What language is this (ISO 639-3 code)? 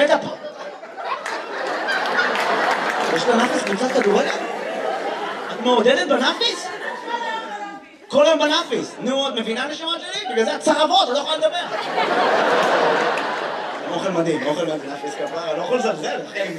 heb